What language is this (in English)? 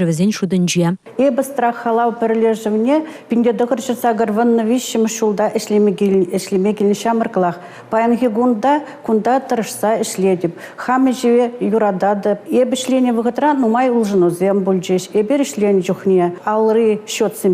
Chuvash